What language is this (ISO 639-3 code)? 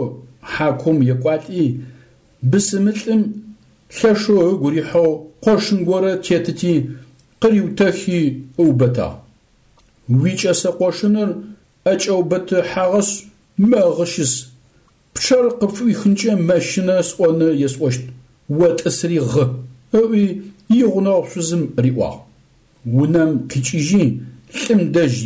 ady